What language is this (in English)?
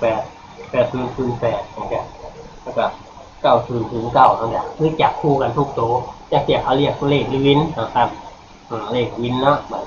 Northeastern Thai